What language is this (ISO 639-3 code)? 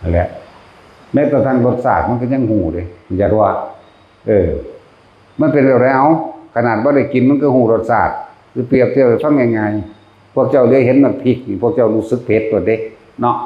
tts